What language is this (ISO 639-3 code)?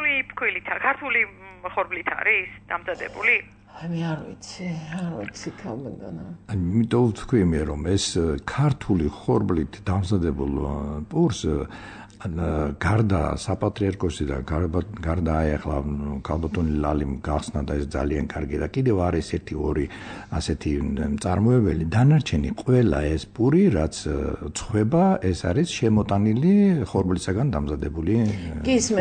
kat